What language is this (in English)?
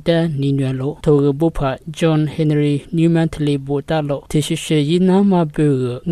Lisu